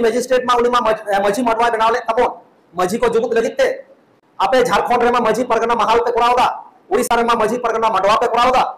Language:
Santali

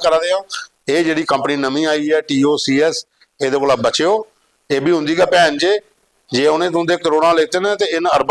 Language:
Dogri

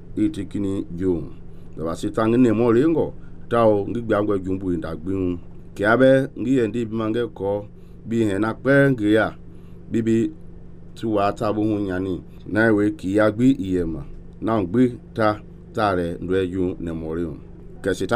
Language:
Mende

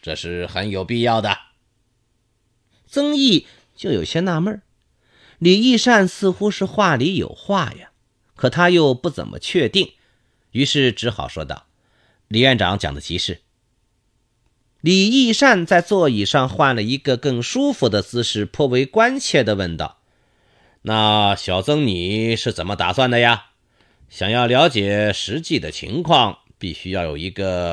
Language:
Chinese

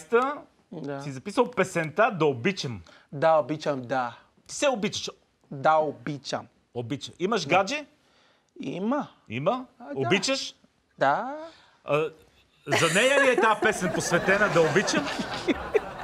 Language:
Bulgarian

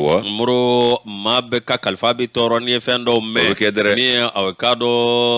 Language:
Bambara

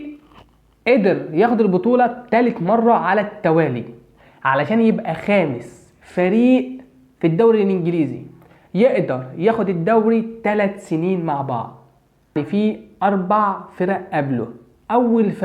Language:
Egyptian Arabic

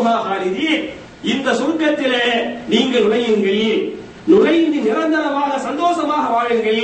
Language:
Tamil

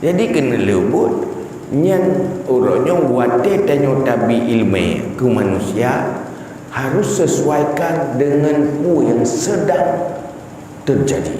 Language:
Achinese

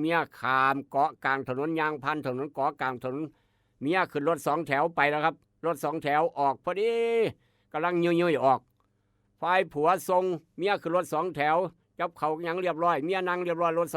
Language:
Northeastern Thai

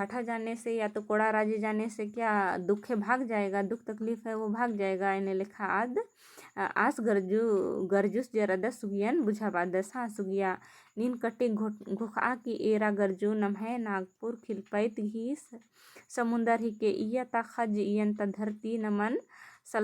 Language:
Kurukh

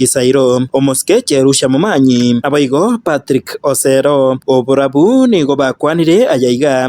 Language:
Gusii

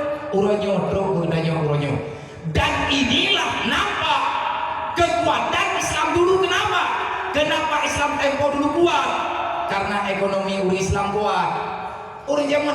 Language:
Achinese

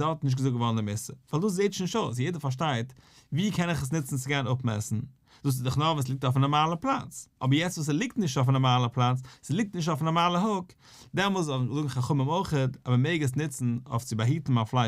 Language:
Yiddish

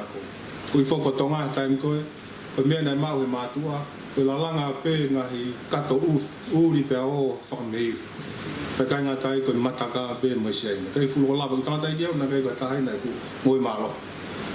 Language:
Tongan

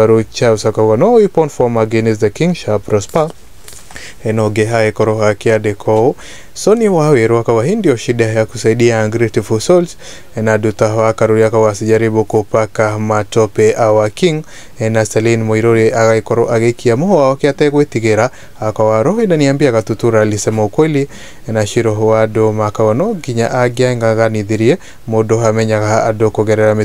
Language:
Kikuyu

